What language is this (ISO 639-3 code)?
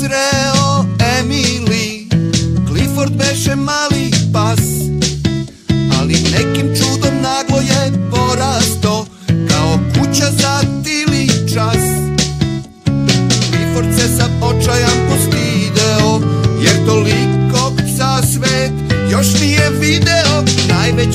srp